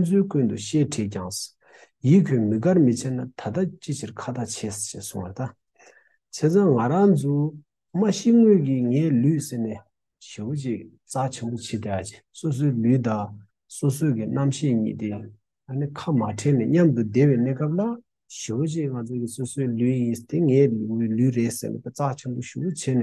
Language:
Tibetan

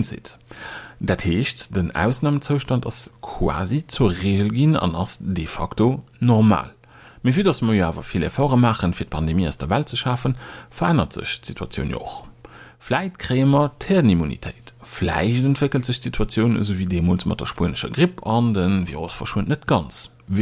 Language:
Luxembourgish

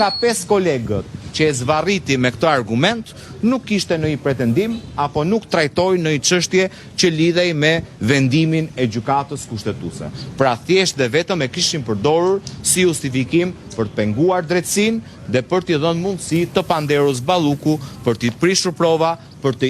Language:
Albanian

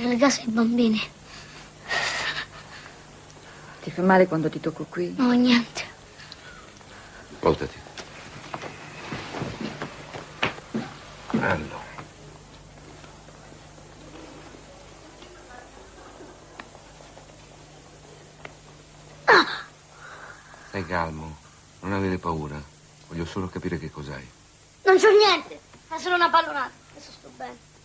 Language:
Italian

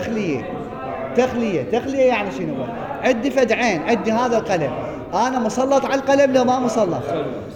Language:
Mesopotamian Arabic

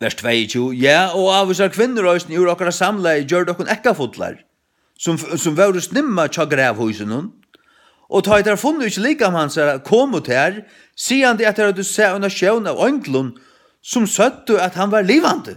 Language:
Faroese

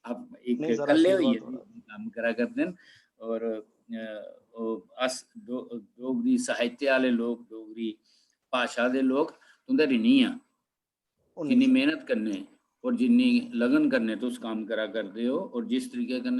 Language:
Dogri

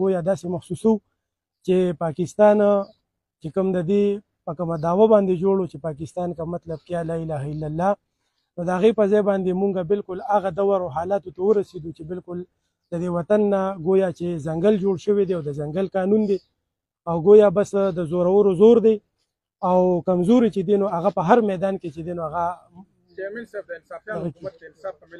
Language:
Pashto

